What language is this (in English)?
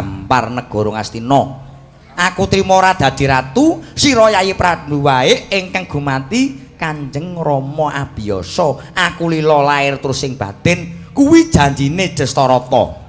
Javanese